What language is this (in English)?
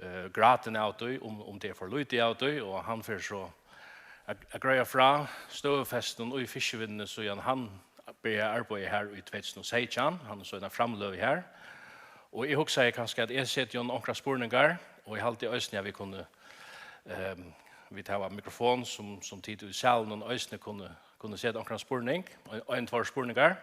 Faroese